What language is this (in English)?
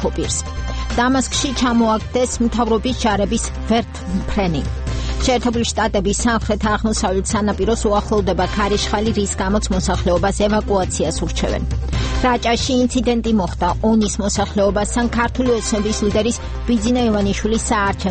Georgian